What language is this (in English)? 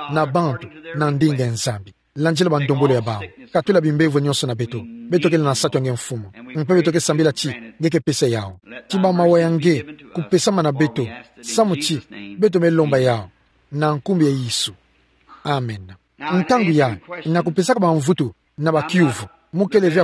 Kituba (Democratic Republic of Congo)